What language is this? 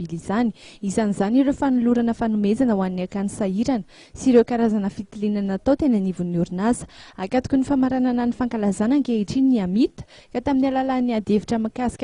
Malagasy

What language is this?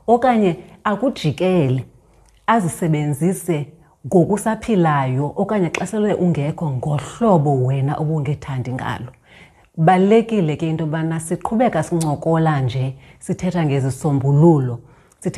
Xhosa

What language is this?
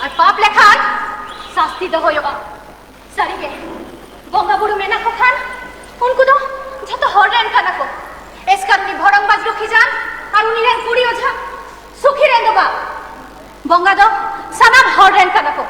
Santali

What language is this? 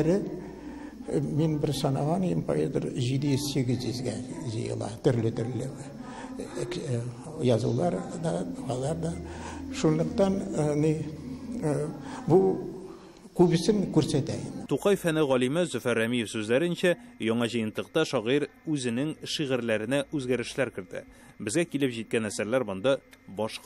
Tatar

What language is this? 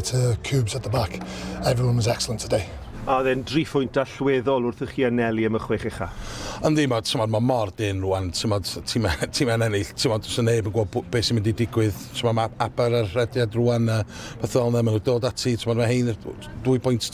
Welsh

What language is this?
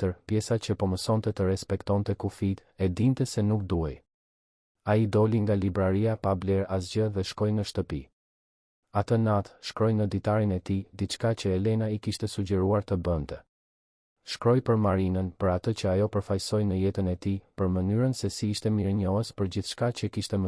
Albanian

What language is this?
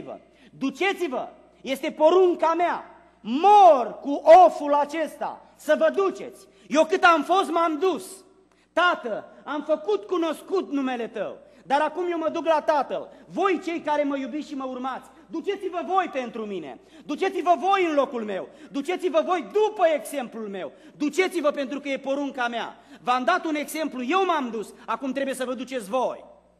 Romanian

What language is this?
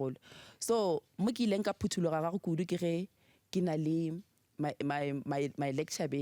Northern Sotho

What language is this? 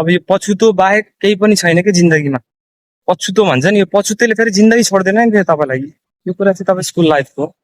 Nepali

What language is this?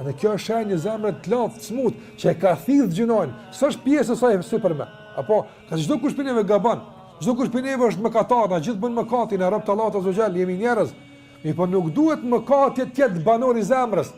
Albanian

